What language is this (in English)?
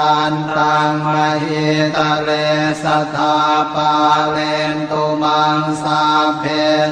Pali